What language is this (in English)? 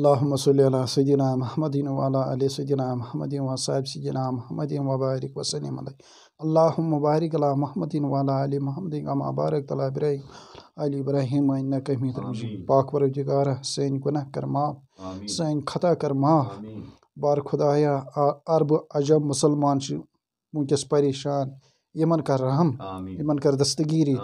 Kashmiri